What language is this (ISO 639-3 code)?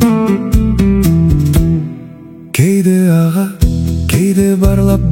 kaz